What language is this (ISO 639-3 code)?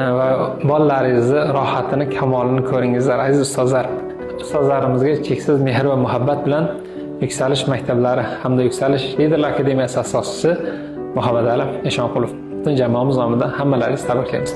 uzb